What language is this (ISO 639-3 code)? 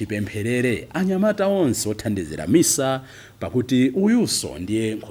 nya